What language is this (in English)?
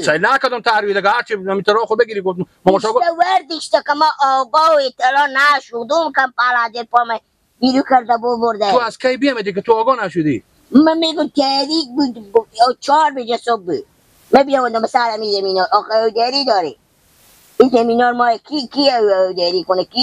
Persian